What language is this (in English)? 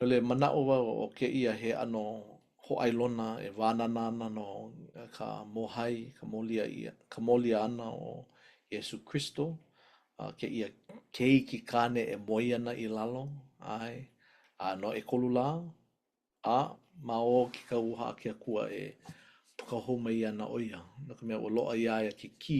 Hawaiian